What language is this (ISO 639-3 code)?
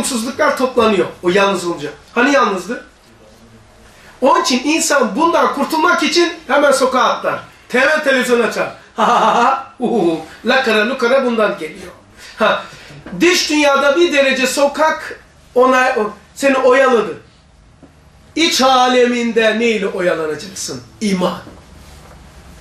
tur